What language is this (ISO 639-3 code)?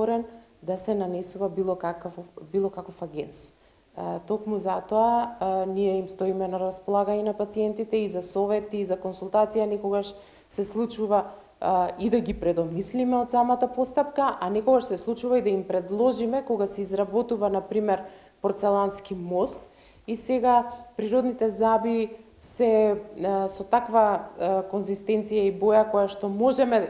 mkd